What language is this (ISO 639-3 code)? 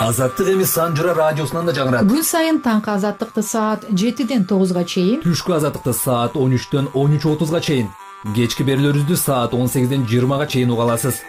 kir